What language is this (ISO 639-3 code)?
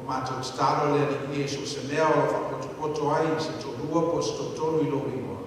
smo